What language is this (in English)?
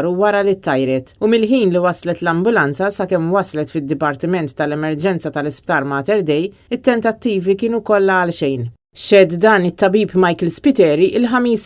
Maltese